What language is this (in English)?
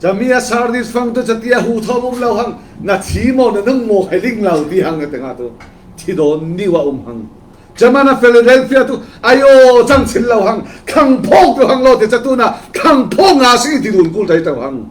Falam Chin